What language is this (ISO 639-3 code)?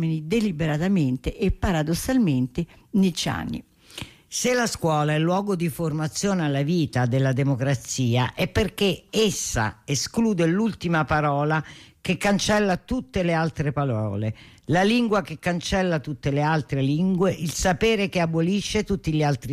ita